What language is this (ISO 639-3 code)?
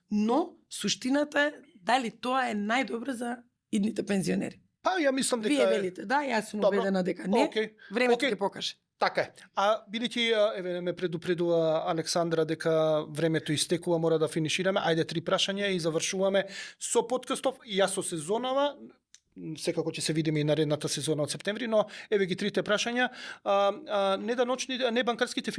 mkd